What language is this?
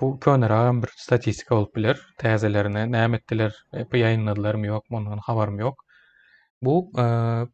Turkmen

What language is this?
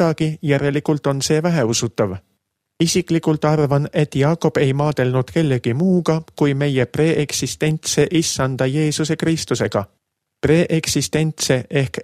Estonian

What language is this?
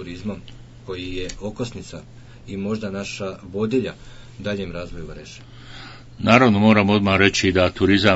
Bosnian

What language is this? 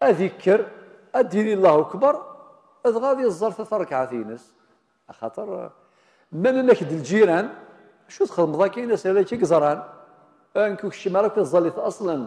Kabyle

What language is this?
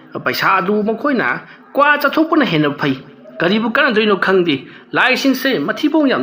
Manipuri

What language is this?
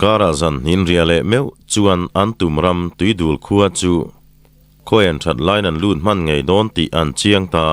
Mizo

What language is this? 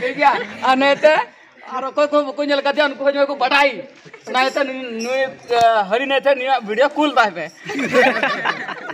Santali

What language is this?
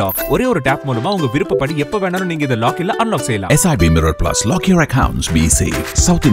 Tamil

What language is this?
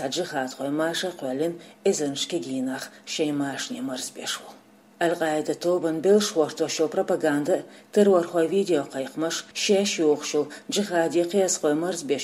Chechen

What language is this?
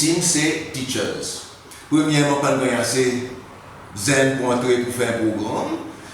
Seselwa Creole French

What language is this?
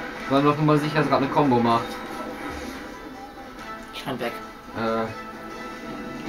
German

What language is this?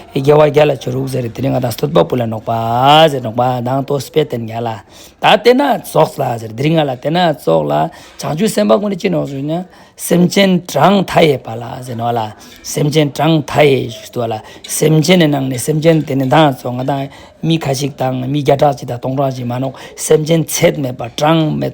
Ladakhi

